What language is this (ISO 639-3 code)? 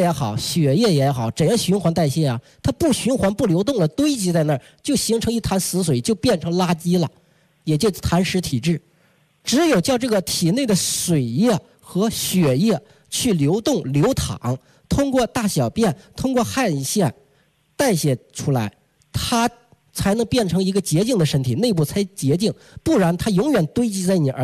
zho